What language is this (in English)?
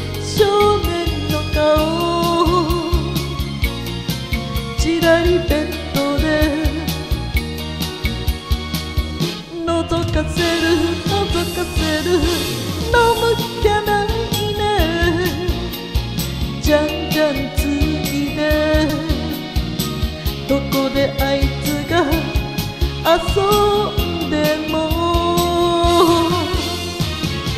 Japanese